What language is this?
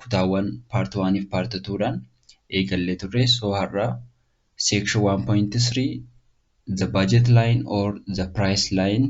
Oromo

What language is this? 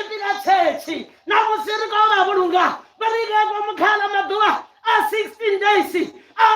Venda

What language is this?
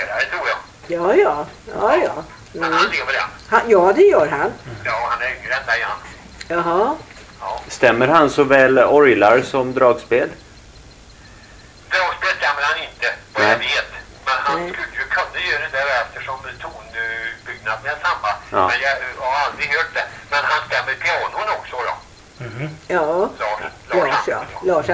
Swedish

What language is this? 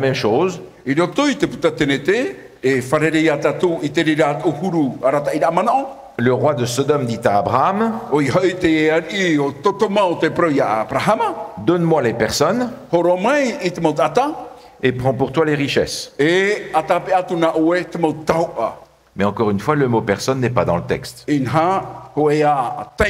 Tahitian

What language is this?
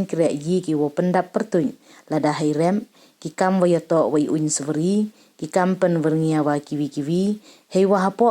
Pnar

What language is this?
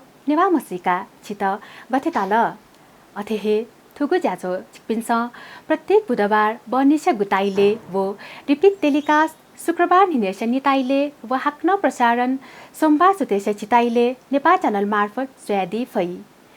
Newari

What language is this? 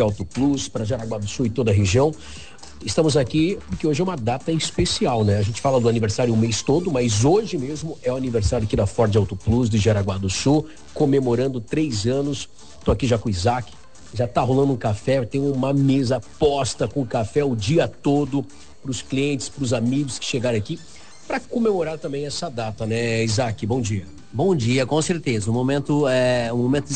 Portuguese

